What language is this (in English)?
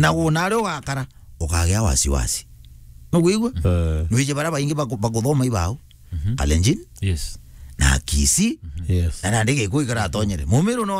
Meru